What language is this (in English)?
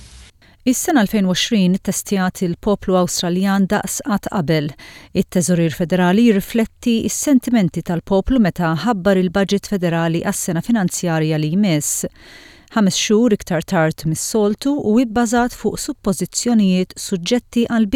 Maltese